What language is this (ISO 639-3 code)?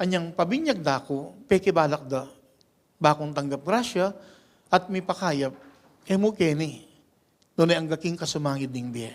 pam